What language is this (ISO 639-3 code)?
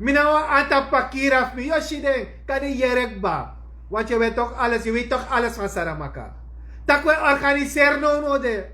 srn